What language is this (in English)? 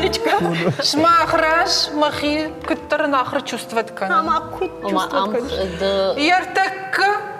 Ossetic